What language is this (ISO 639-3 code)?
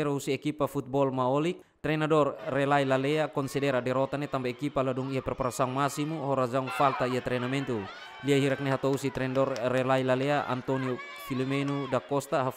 tet